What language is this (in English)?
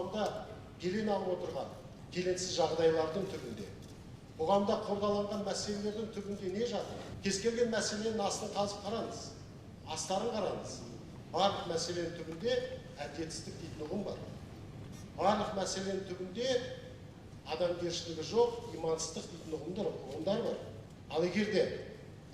Kazakh